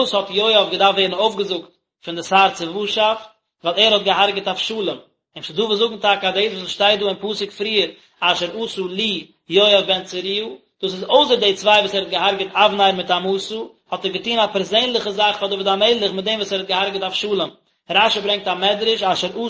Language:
Yiddish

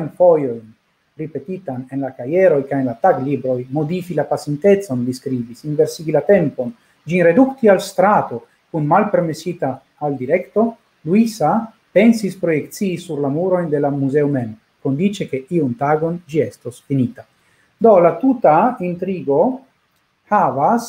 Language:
Esperanto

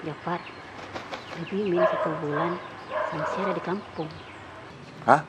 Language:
Makassar Malay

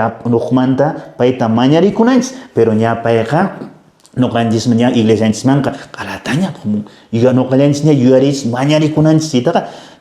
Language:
Quechua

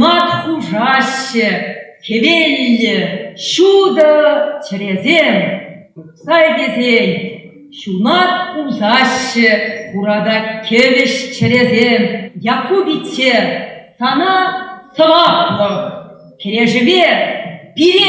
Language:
Chuvash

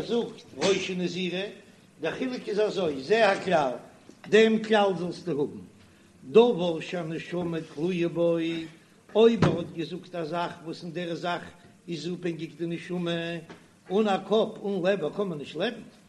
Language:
Yiddish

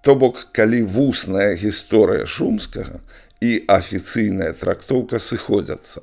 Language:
Belarusian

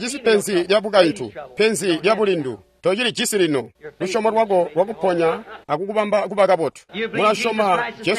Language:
Tonga (Zambia)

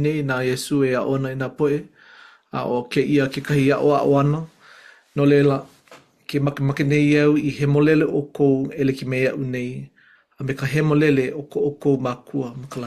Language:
Hawaiian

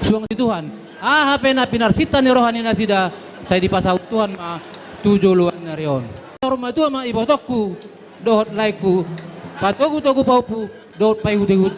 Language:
Batak Toba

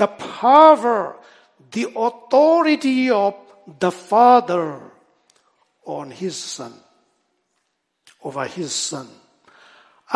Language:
Burmese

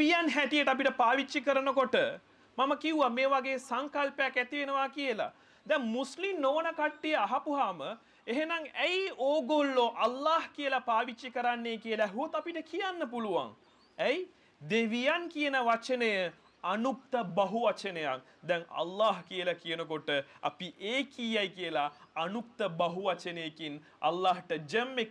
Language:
Sinhala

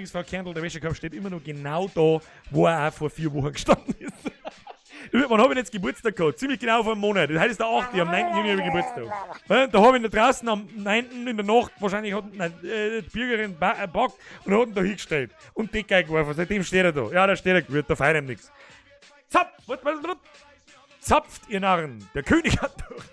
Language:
Bavarian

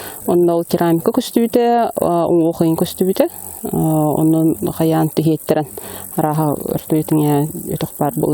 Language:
Yakut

